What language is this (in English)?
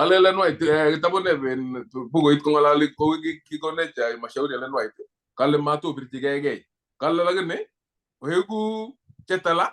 Kalenjin